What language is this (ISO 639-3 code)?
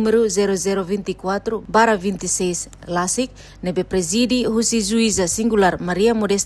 tet